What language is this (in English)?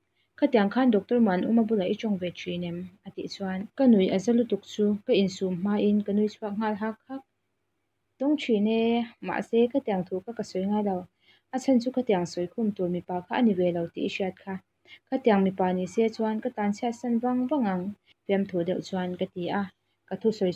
Mizo